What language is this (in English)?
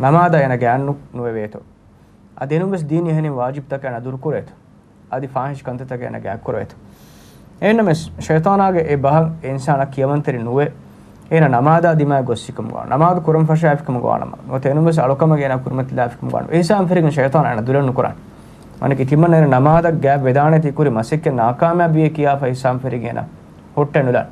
Divehi